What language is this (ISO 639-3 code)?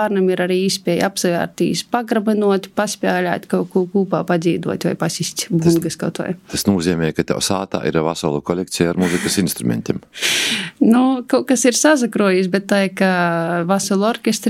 lav